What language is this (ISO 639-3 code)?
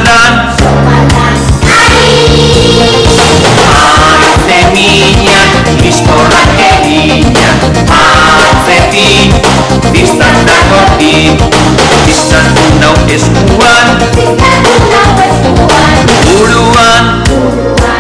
eus